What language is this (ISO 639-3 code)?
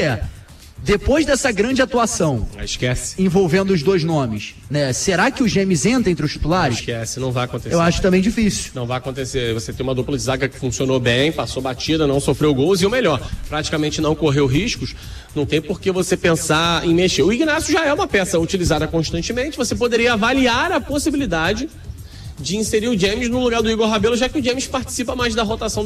por